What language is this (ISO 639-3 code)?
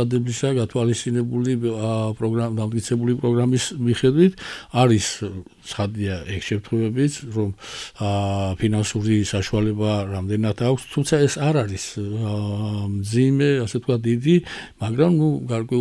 kat